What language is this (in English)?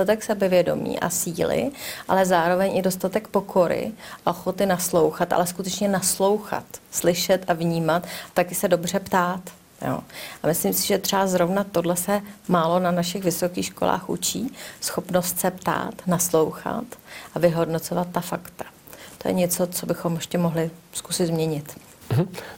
Czech